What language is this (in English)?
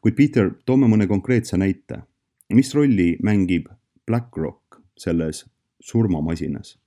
Estonian